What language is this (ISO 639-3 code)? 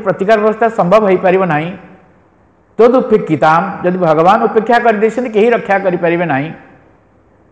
ori